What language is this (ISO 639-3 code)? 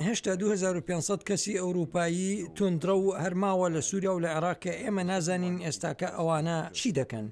ckb